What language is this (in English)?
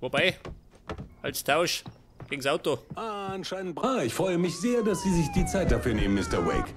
Bavarian